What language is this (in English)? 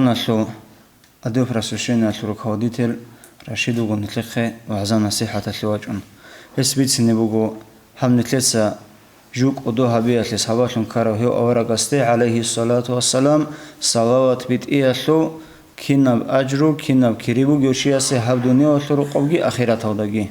Avaric